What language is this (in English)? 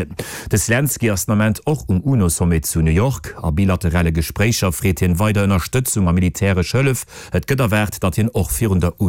Luxembourgish